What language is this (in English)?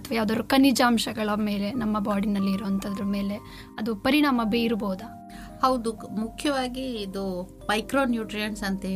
Kannada